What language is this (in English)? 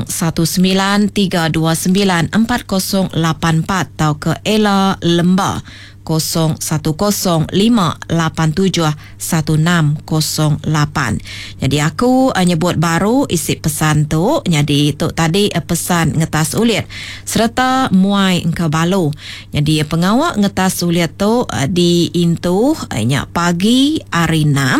Iban